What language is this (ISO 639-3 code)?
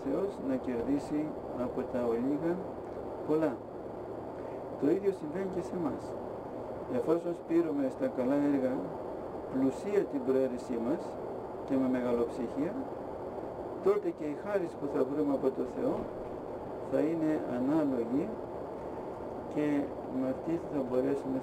ell